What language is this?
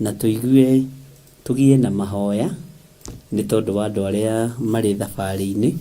Kikuyu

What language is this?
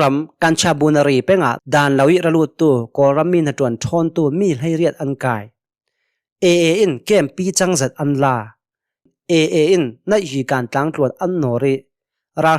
Hakha Chin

